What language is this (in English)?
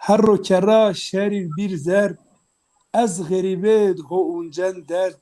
Zaza